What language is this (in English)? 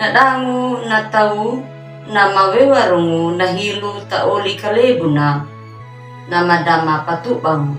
Anakalangu